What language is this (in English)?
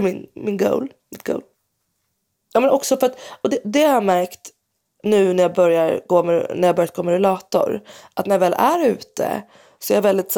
Swedish